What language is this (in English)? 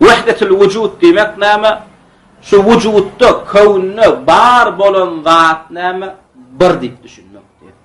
Turkmen